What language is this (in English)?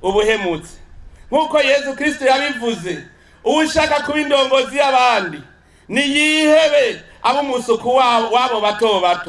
Rundi